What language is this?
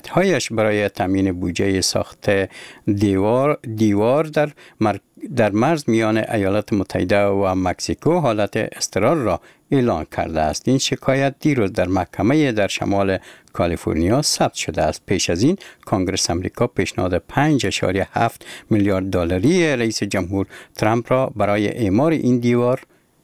Persian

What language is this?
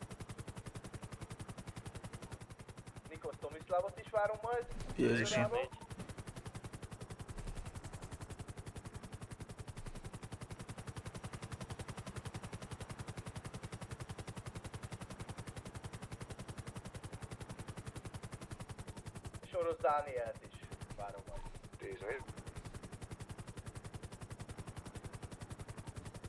Hungarian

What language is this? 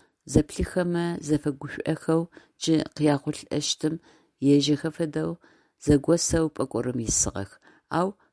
Adyghe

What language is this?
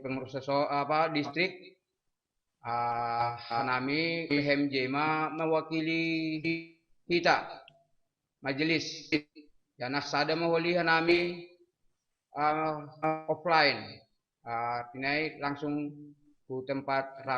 Batak Simalungun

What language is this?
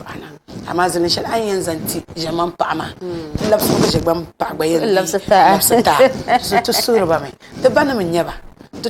Dagbani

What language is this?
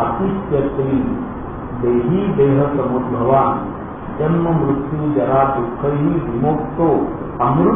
Marathi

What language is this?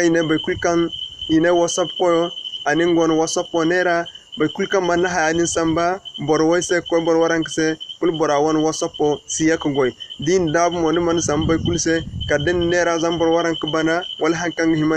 Zarma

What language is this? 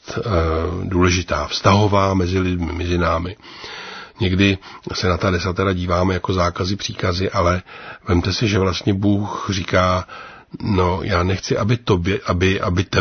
Czech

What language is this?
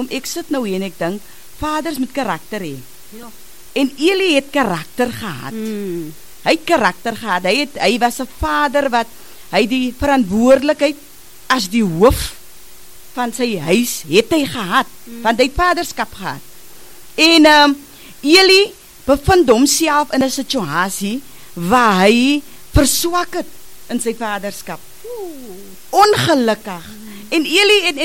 Afrikaans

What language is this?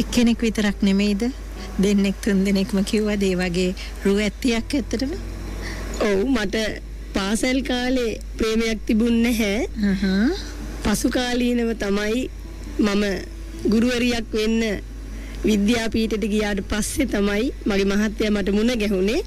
Sinhala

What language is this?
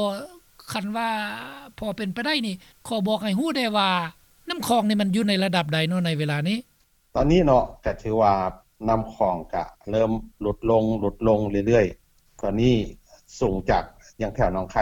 Lao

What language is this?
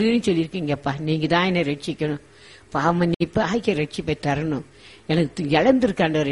Tamil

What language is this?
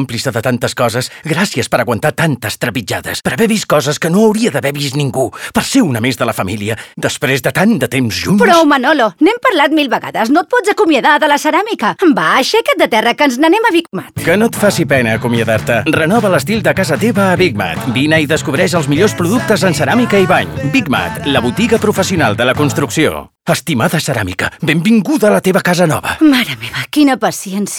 Catalan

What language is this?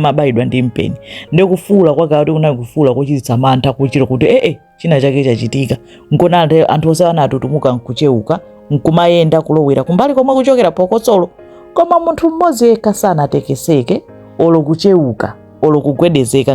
Nyanja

